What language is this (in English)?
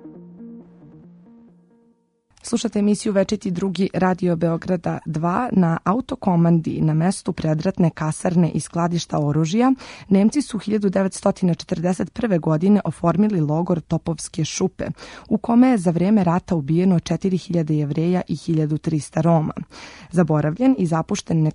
Serbian